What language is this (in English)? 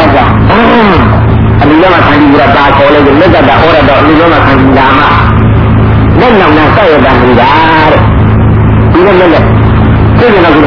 Burmese